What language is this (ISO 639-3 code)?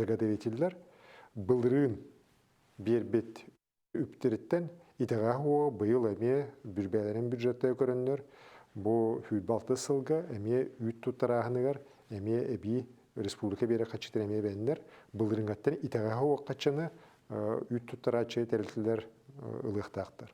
sah